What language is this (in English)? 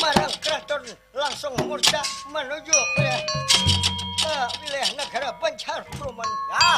Banjar